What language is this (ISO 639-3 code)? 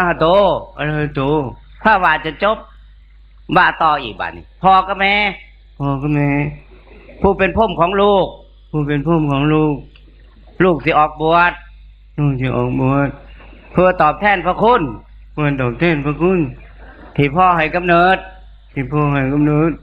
tts